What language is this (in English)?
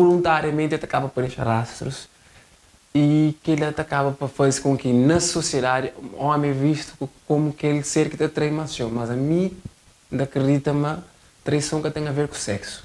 Kabuverdianu